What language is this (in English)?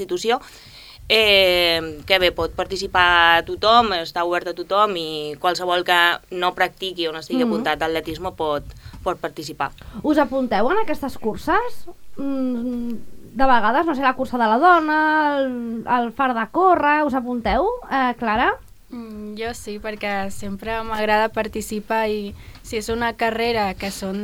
Catalan